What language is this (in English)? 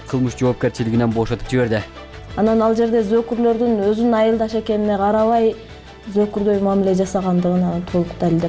Kyrgyz